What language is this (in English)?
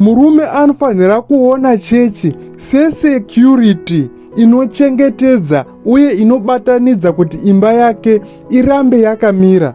Shona